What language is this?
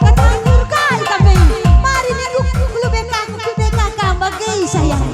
Batak Karo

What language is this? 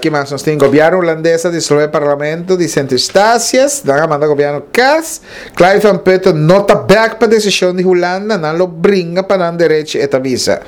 Papiamento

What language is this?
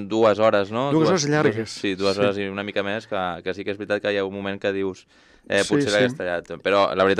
Catalan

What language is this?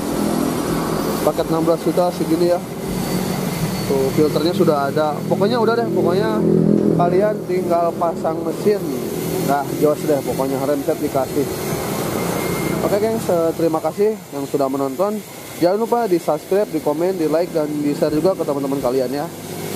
Indonesian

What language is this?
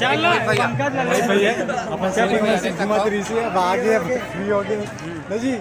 Chhattisgarhi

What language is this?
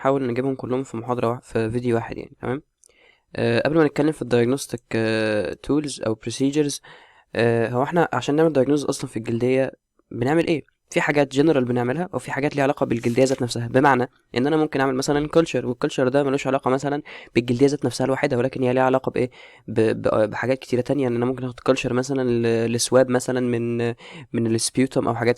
Egyptian Arabic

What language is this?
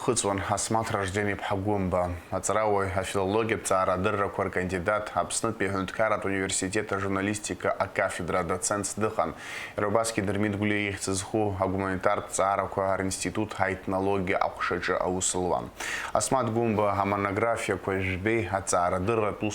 Abkhazian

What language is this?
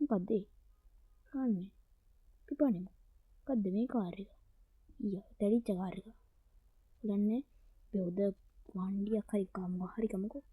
Sinhala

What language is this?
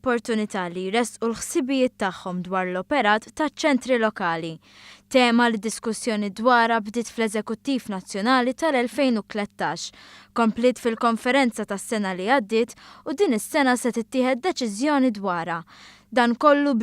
Maltese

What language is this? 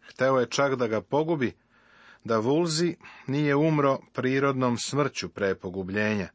Serbian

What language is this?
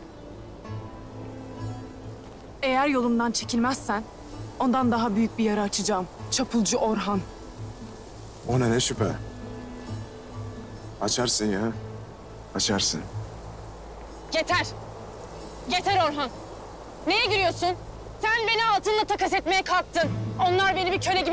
Turkish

